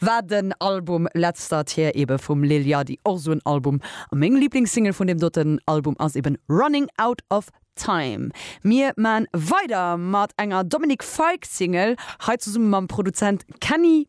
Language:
Luxembourgish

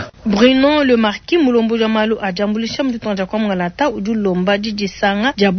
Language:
Luba-Lulua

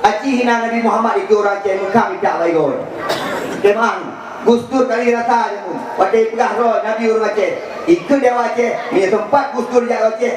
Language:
Achinese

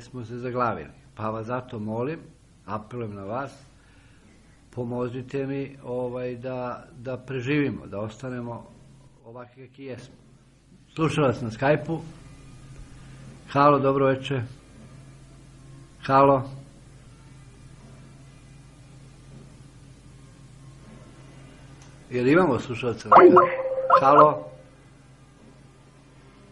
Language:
Serbian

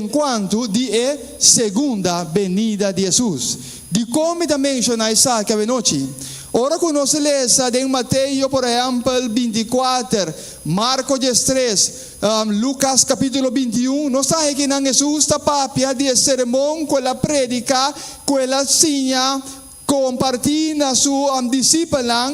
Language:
Papiamento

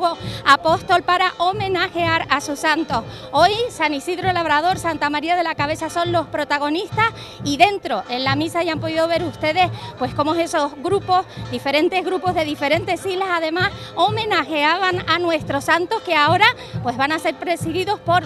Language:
Spanish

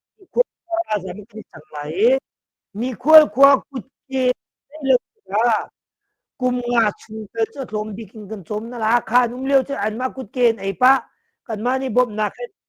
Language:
Hakha Chin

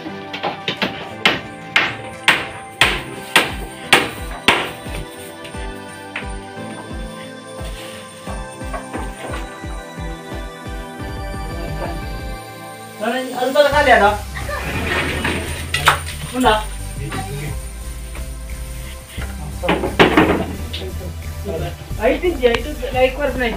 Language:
Kannada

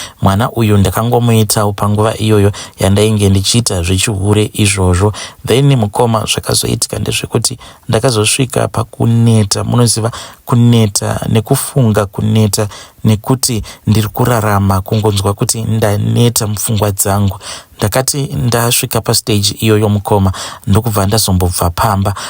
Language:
Shona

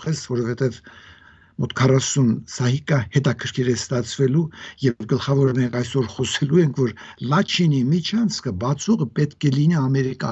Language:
Armenian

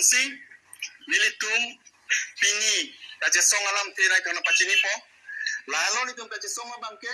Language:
Karbi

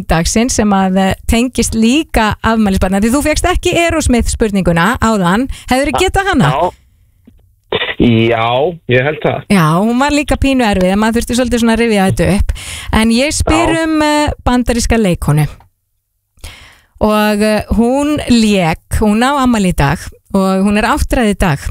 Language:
Icelandic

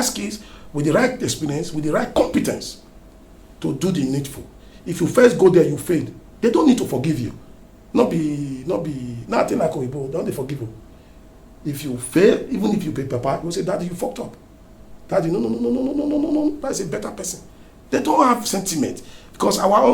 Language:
Nigerian Pidgin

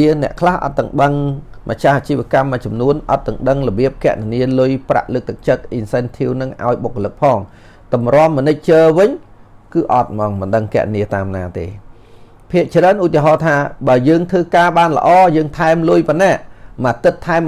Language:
Khmer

